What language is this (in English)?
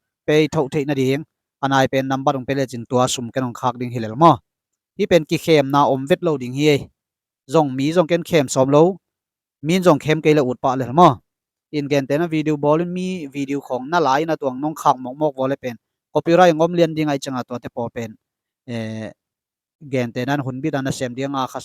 Tedim Chin